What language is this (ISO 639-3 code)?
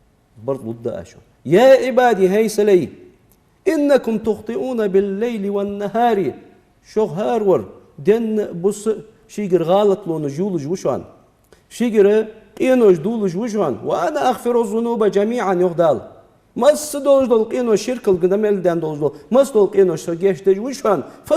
inh